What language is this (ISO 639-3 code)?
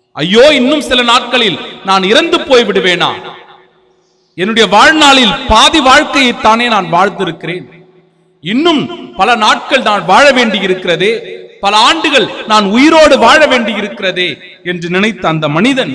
tam